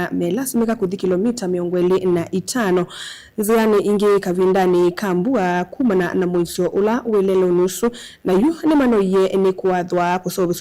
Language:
Kamba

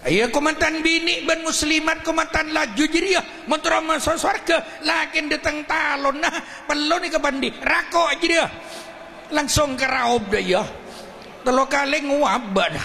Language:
Madurese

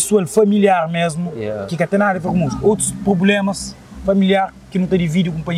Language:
Kabuverdianu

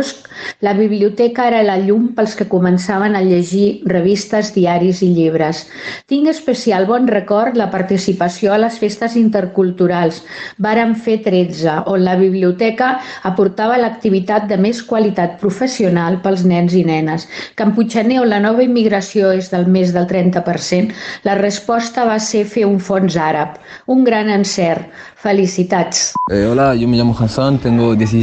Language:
Catalan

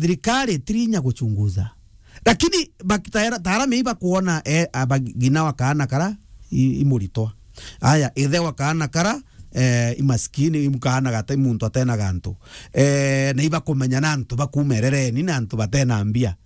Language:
Meru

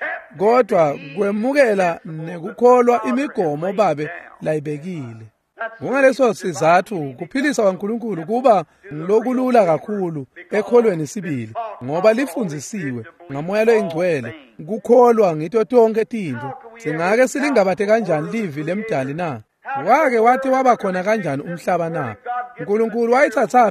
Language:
Swati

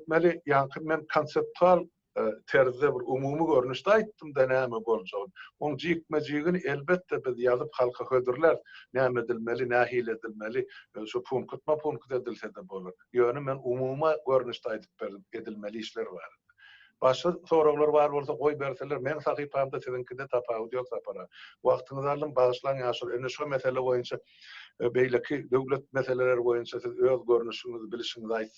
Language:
Turkmen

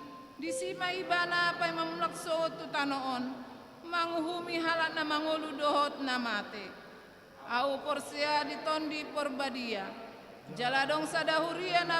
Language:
Batak Toba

